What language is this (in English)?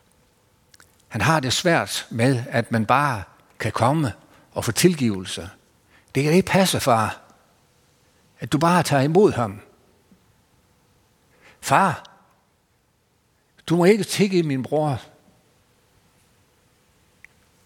Danish